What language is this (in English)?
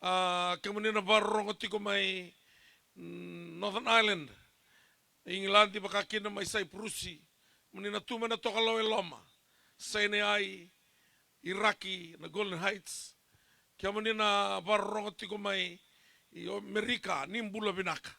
Fijian